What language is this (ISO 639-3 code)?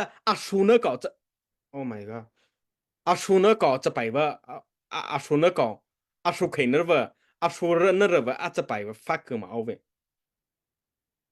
mrh